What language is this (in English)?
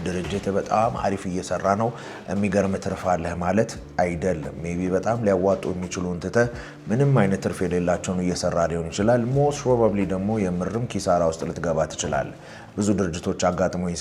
Amharic